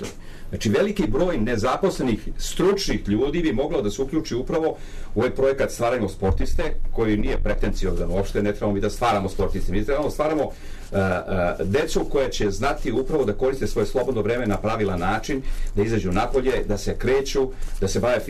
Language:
Serbian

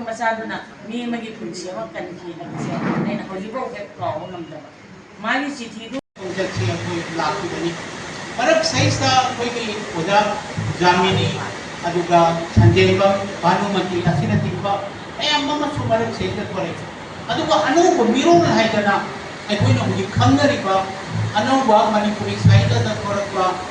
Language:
Manipuri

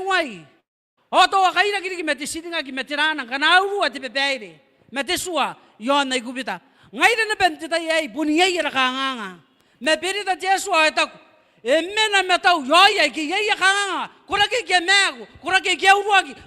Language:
Gilbertese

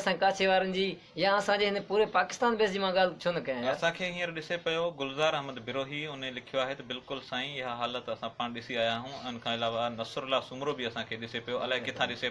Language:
Sindhi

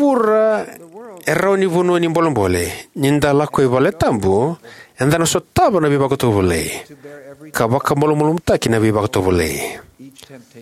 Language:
Fijian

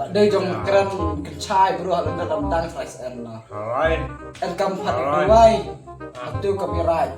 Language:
Khasi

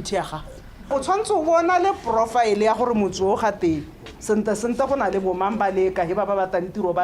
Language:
Tswana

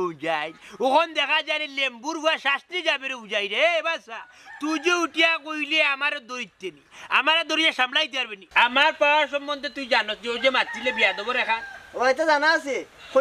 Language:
Sylheti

